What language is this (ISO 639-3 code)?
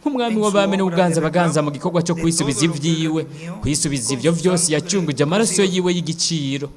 run